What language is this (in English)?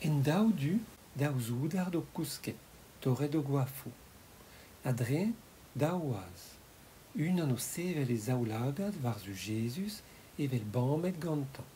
Breton